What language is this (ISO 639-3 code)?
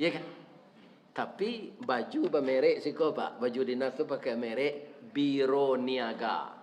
min